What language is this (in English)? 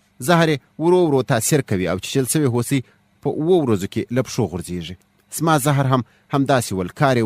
Pashto